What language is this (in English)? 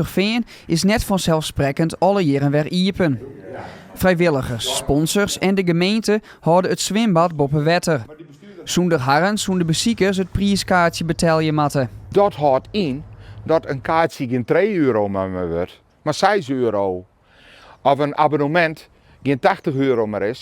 Western Frisian